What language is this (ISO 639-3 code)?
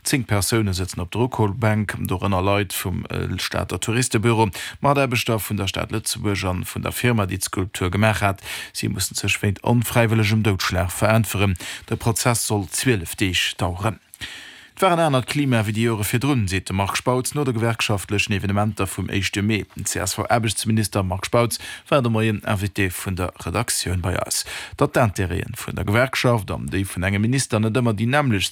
ltz